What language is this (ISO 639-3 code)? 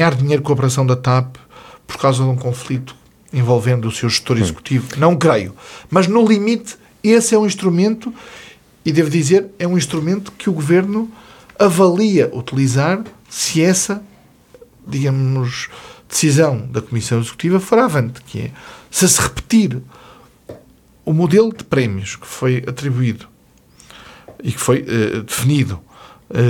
por